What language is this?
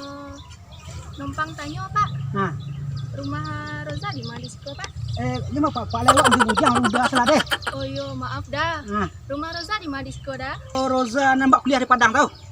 Minangkabau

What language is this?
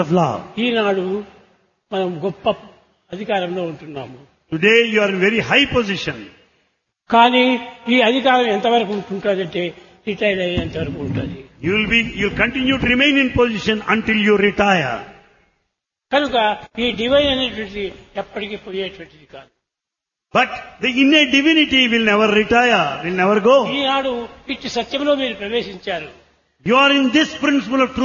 Telugu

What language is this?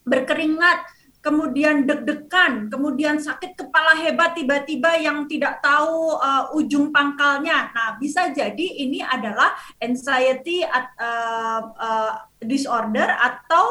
Indonesian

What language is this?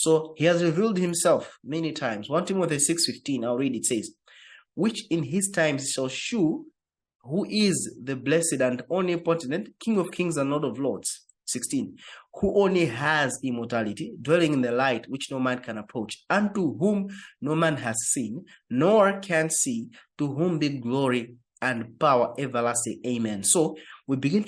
English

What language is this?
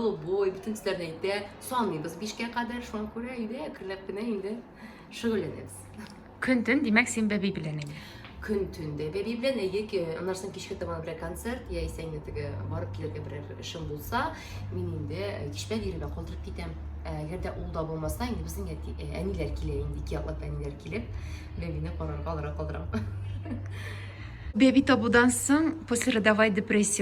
Tatar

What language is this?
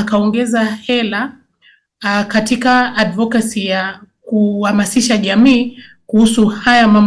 Swahili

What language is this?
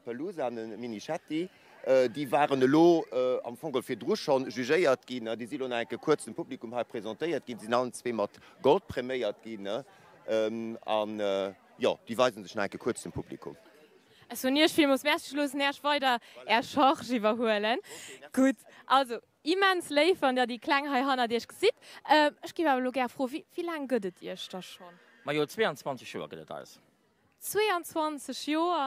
Luxembourgish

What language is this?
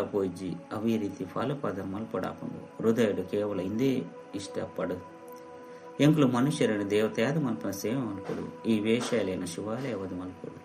Tulu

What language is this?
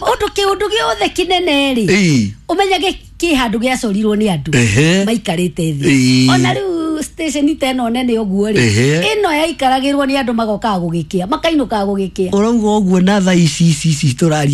Kikuyu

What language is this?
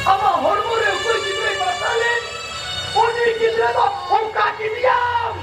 Santali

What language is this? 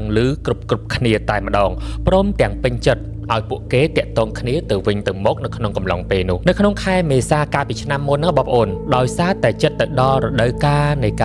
Khmer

